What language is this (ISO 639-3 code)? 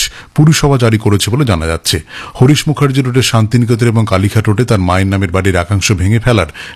ben